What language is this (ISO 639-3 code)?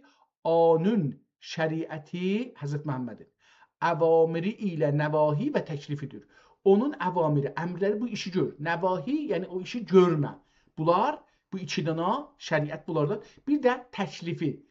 azb